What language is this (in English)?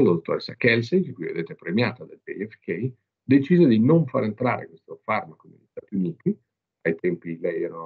Italian